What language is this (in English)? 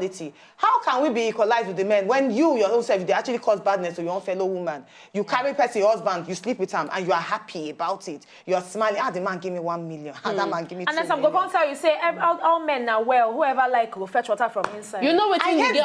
Nigerian Pidgin